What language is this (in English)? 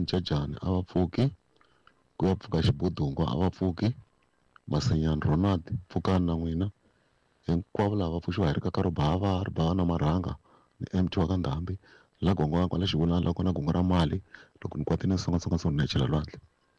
Tsonga